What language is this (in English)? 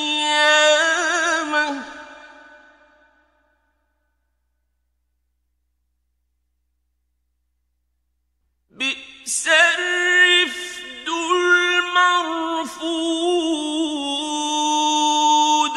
Arabic